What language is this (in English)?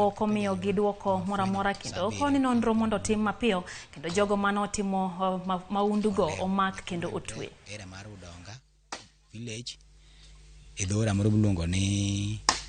Luo (Kenya and Tanzania)